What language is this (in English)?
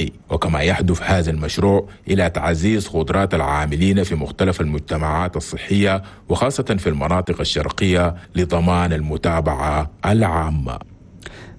Arabic